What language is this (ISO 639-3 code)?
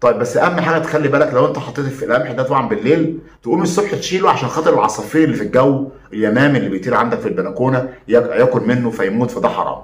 arz